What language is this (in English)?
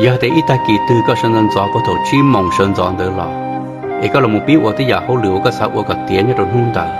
Hmong